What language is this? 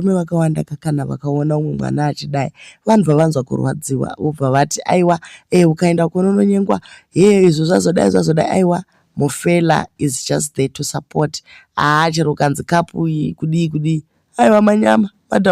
Shona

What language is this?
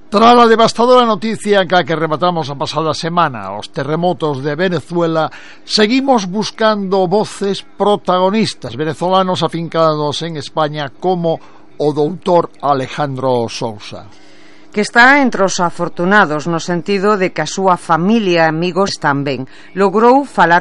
Galician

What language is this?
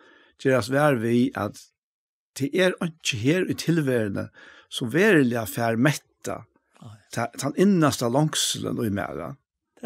Faroese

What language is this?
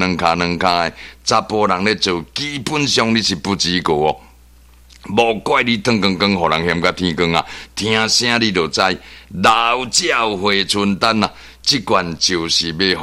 Min Nan Chinese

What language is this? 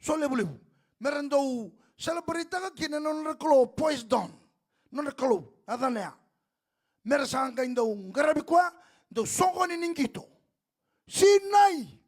Fijian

